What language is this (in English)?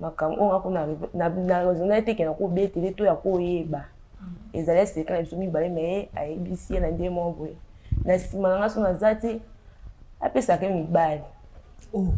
Lingala